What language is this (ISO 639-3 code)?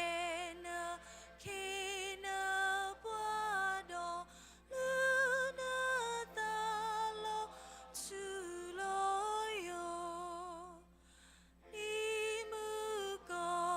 ksw